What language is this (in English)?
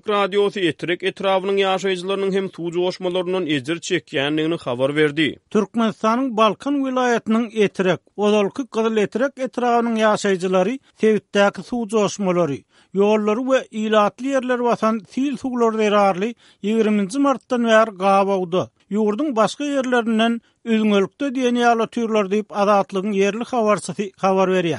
Turkmen